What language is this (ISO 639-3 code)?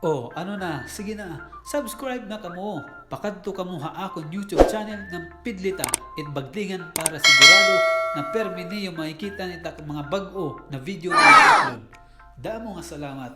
war